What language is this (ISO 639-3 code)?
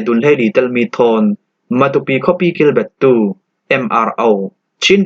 cfm